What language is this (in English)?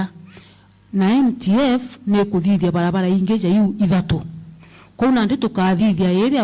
Meru